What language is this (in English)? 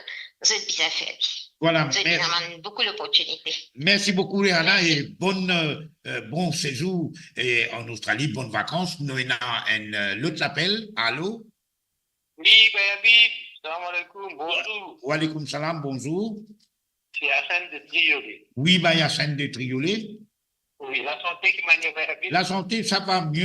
Morisyen